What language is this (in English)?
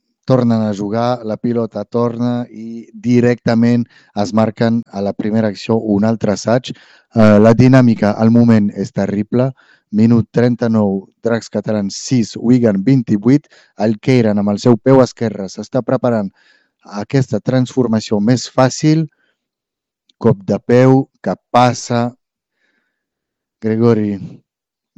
Catalan